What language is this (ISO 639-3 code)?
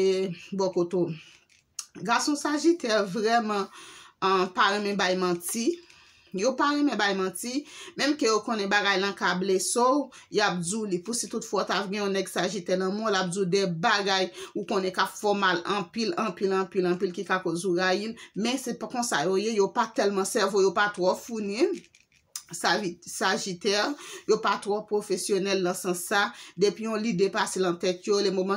hat